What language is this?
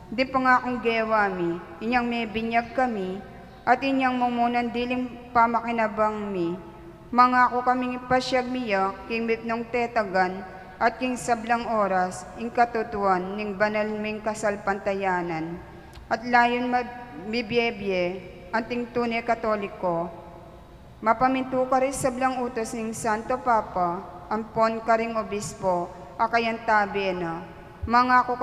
Pampanga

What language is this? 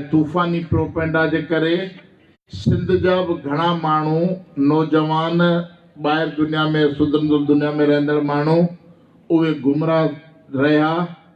Sindhi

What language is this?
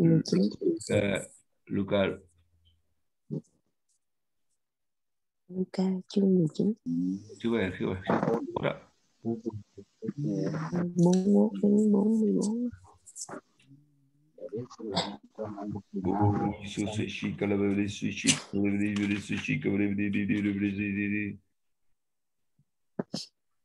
Vietnamese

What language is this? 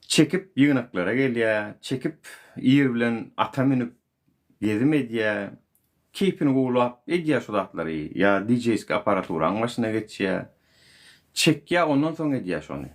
Turkmen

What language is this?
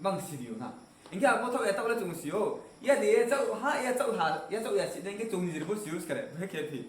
Riang (India)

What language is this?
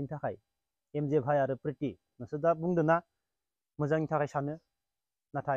Bodo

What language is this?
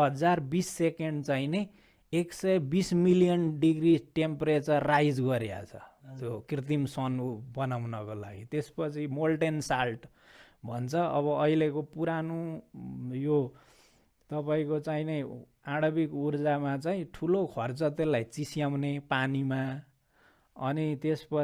Nepali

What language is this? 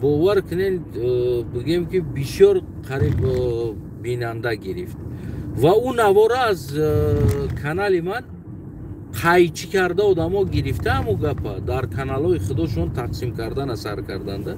Tajik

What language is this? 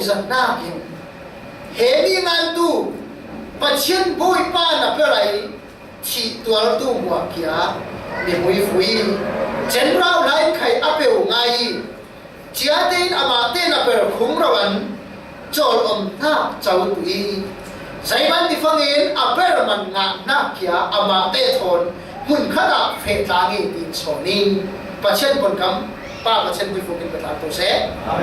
Falam Chin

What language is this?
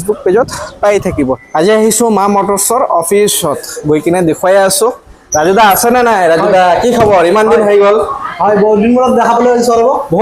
Assamese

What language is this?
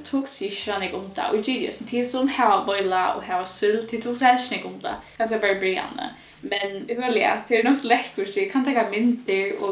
Faroese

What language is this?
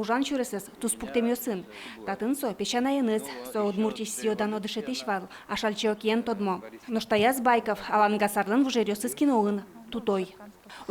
Udmurt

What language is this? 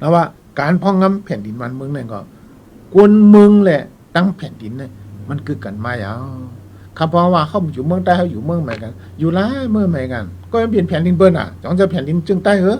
Shan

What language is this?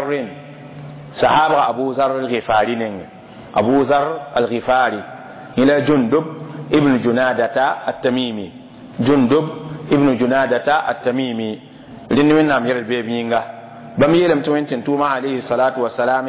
Mossi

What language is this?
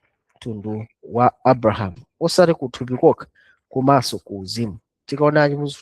Nyanja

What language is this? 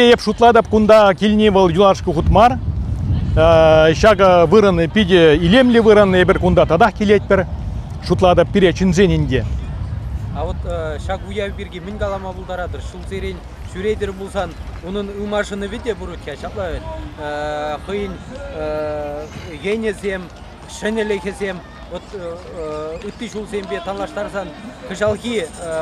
Chuvash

